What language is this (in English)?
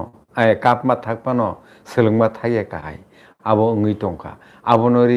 Kok Borok